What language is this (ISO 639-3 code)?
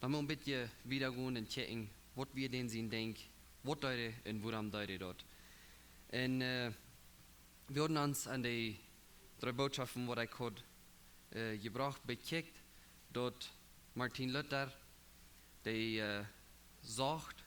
pdt